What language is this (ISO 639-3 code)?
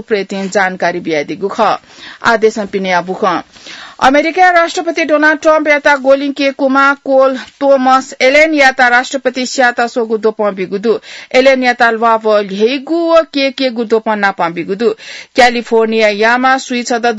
new